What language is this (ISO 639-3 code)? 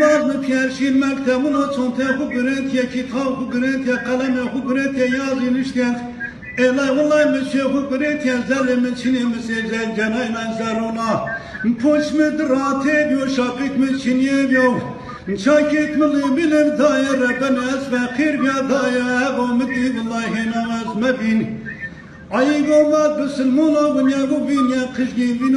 zza